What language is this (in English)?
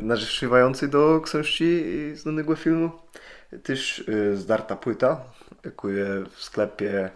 Kashubian